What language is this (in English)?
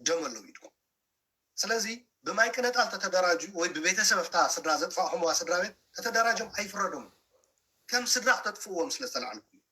Tigrinya